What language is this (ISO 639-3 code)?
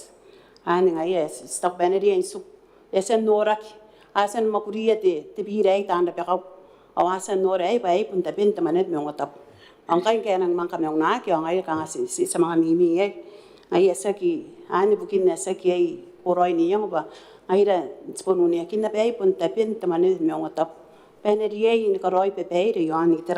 gil